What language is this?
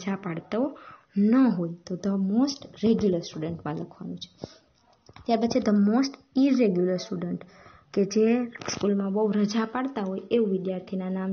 Gujarati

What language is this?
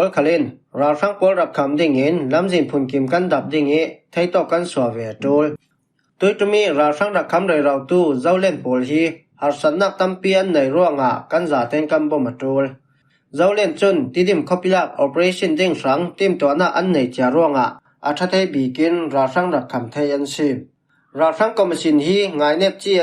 Falam Chin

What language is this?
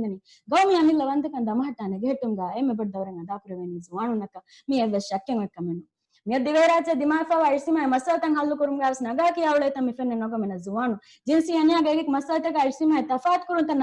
Divehi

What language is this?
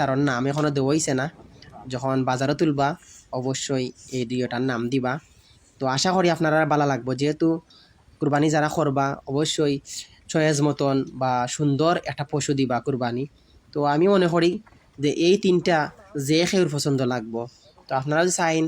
Sylheti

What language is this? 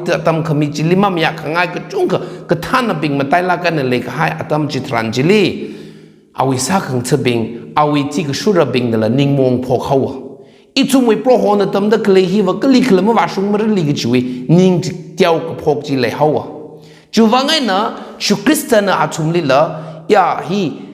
Tangkhul Naga (India)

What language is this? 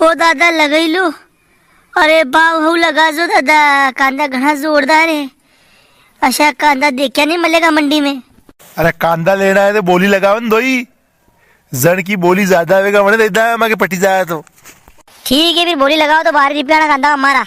Rajasthani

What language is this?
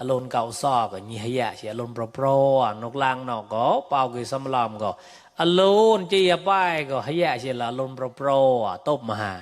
Mon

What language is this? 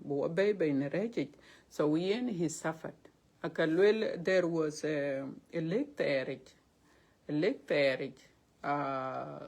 Dinka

